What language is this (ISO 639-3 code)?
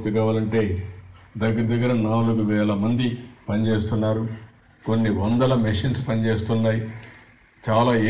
tel